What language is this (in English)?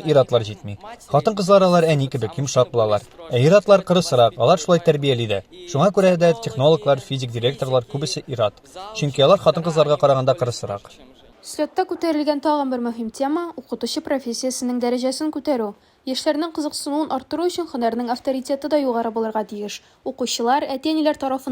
Tatar